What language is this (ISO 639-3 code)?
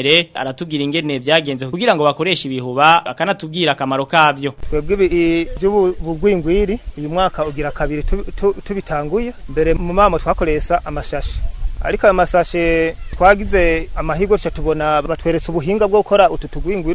run